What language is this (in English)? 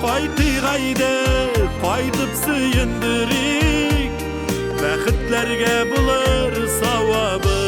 Tatar